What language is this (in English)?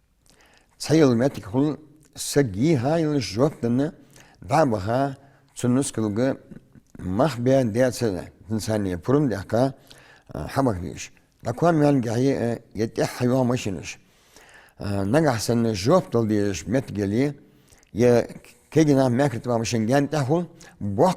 Ingush